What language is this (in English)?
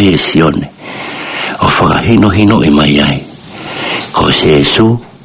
Tongan